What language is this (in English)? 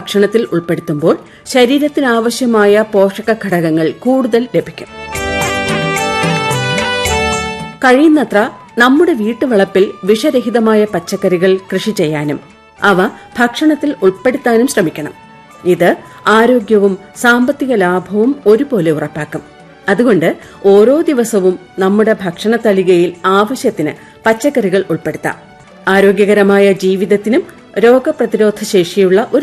Malayalam